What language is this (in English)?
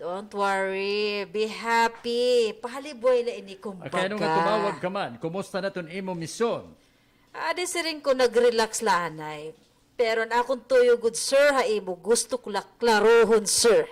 Waray